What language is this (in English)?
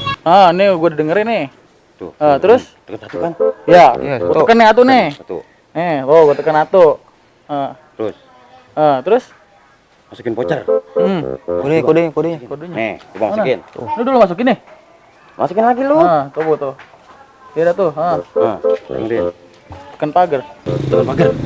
Betawi